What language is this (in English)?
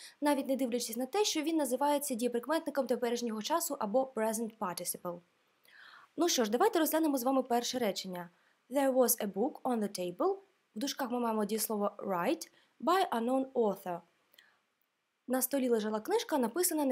Ukrainian